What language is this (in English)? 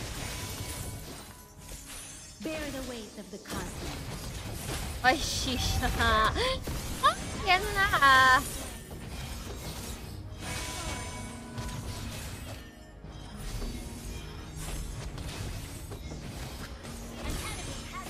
Filipino